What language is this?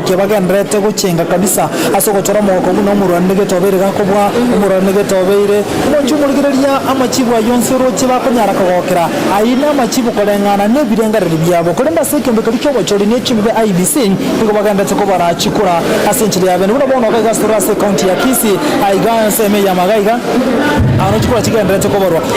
Gusii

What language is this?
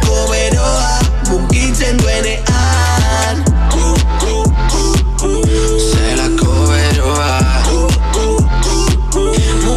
Basque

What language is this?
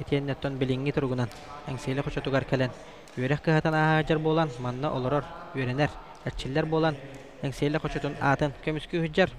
Yakut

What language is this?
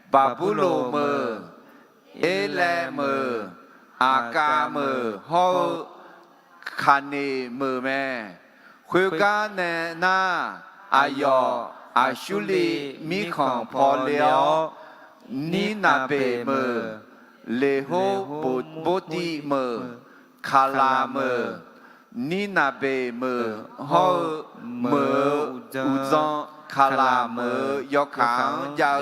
Akha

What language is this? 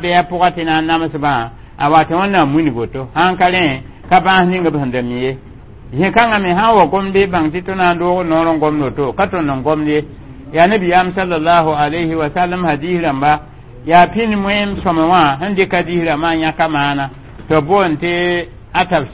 Mossi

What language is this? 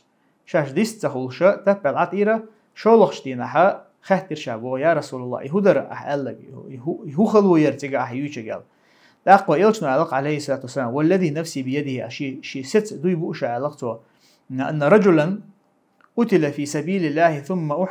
Chechen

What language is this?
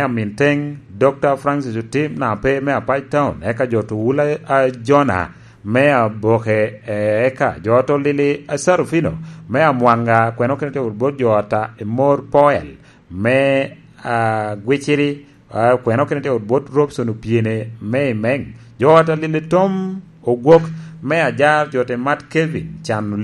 Lango (Uganda)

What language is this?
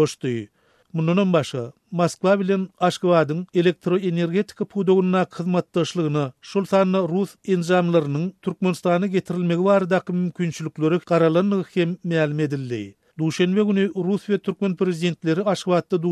Turkmen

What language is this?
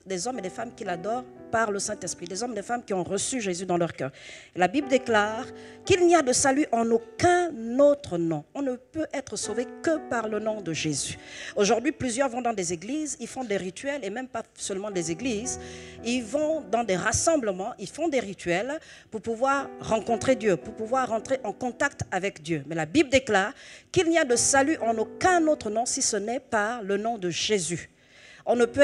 French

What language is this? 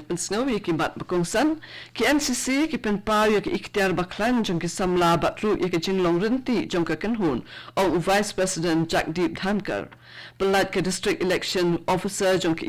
Khasi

